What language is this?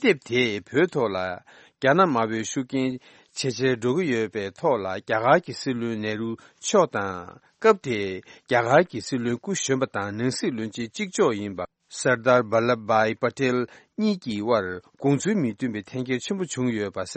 Tibetan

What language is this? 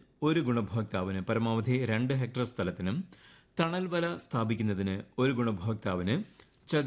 Malayalam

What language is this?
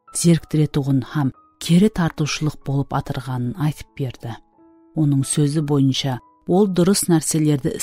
Kara-Kalpak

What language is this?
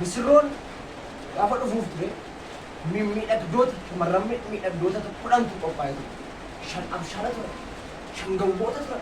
Oromo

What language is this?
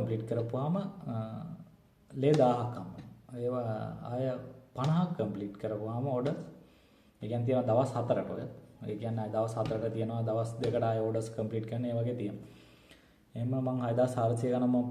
Sinhala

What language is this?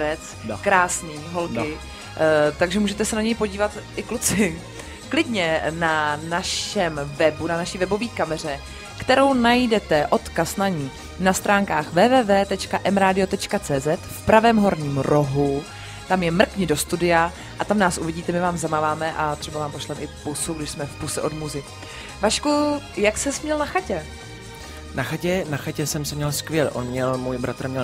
Czech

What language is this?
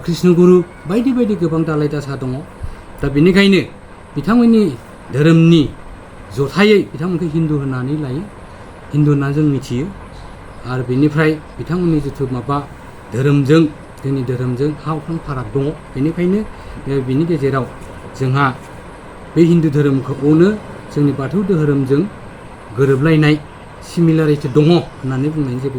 Bodo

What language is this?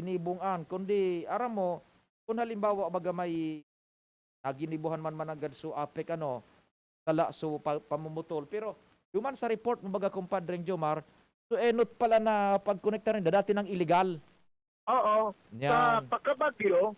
Bikol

